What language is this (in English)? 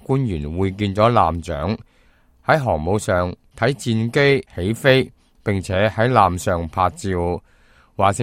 Cantonese